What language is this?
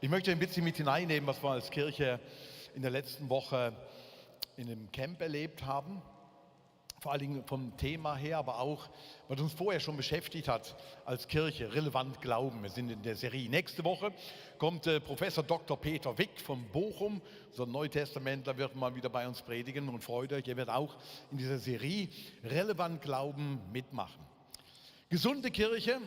Swiss German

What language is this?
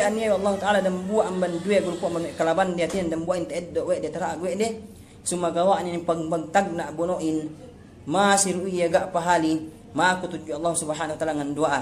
Yakan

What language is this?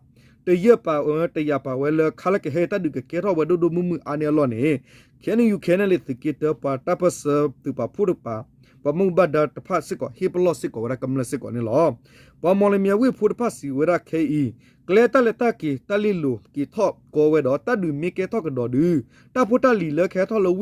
S'gaw Karen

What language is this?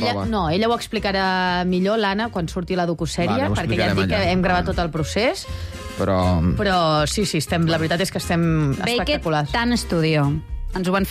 Catalan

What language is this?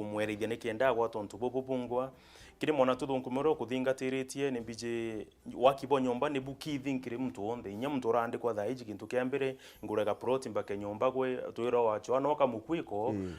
Meru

